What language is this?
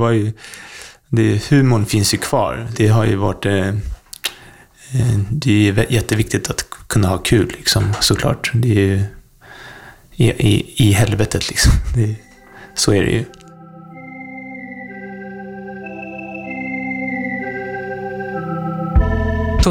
Swedish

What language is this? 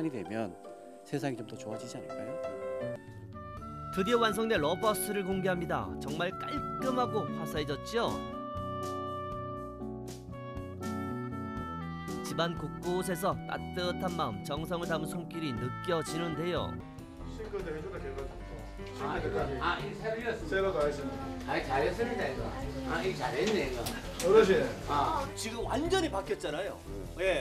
Korean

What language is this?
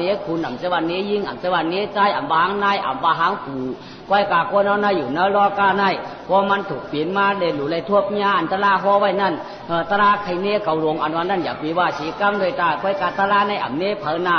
Shan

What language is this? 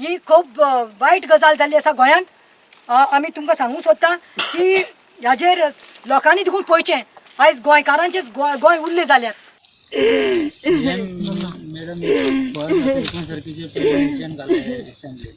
Konkani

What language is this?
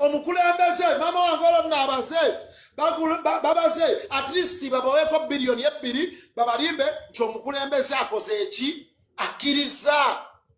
Ganda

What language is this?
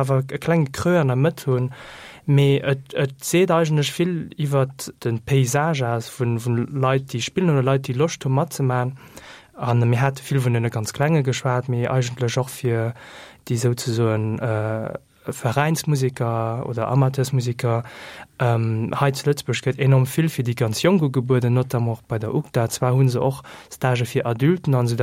Luxembourgish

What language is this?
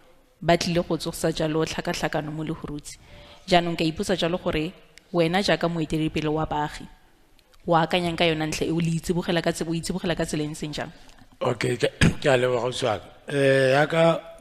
Tswana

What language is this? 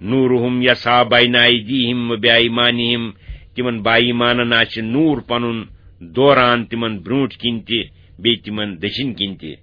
Kashmiri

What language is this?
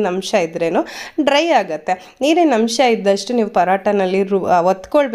Kannada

